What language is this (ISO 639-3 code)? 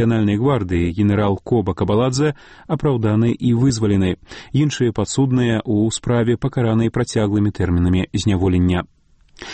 bel